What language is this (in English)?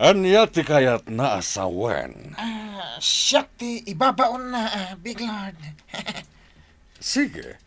Iloko